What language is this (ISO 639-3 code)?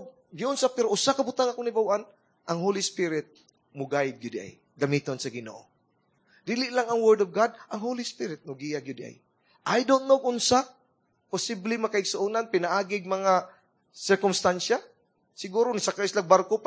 ceb